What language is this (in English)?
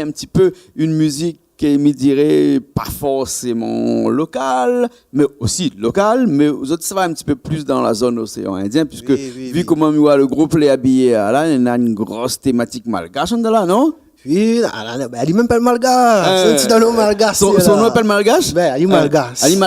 Réunion Creole French